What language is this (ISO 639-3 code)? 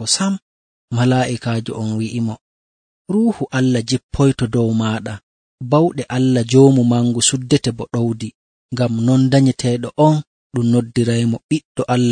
fuv